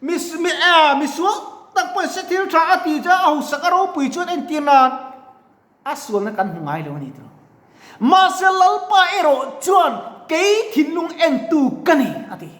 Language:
Mizo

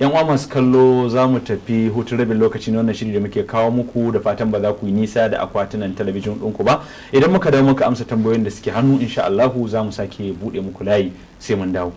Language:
Hausa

